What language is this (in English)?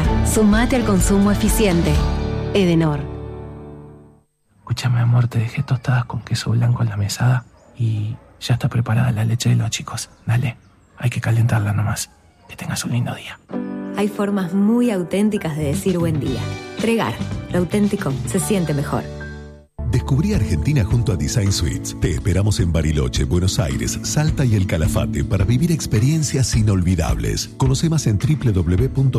Spanish